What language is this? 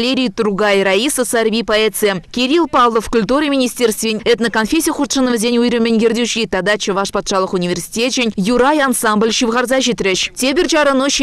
Chuvash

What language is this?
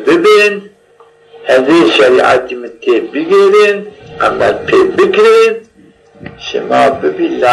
Zaza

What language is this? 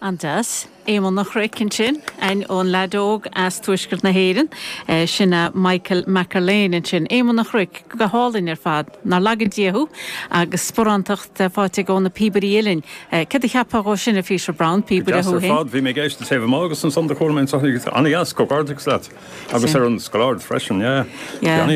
Irish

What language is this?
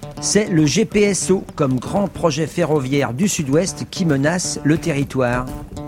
French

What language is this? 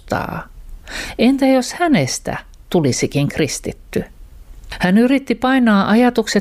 Finnish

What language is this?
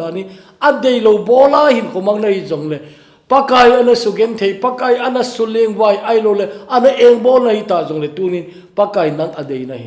Thado Chin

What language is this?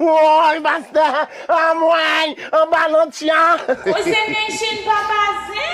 Haitian Creole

